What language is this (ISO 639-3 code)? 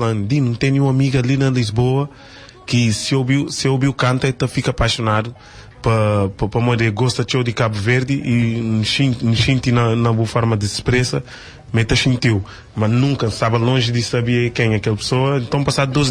kea